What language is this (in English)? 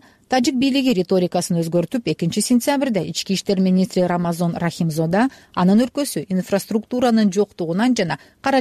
Kyrgyz